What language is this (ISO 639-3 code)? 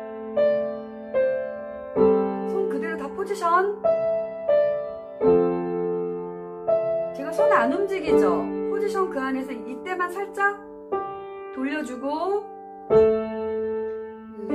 kor